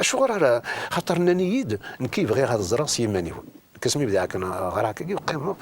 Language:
Kabyle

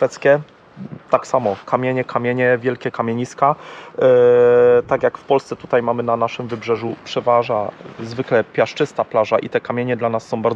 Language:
Polish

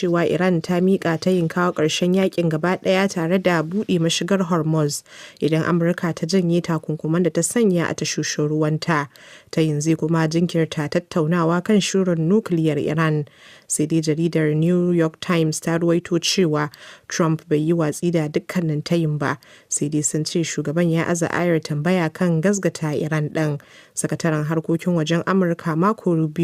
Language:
Hausa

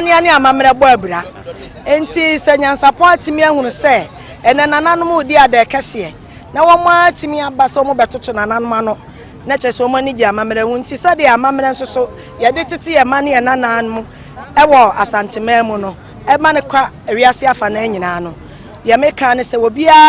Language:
Akan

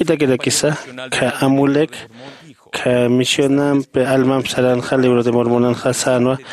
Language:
Aymara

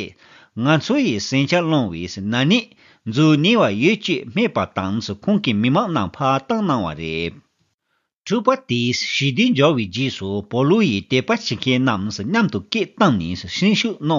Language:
Tibetan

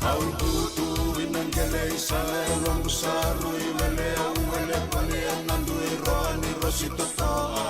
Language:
Fijian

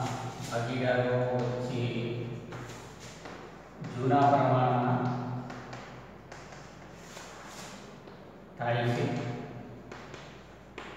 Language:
Gujarati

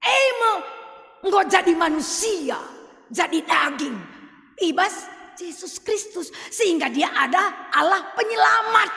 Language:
Batak Karo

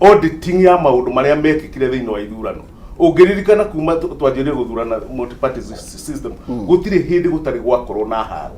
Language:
Kikuyu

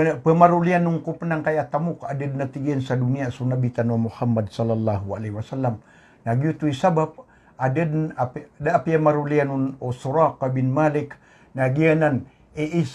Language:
Maranao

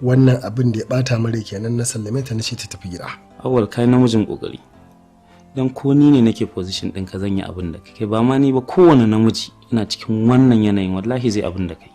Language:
Hausa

